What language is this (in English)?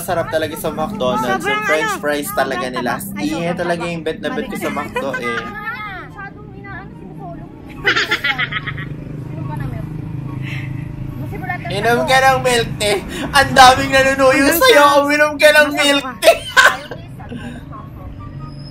Filipino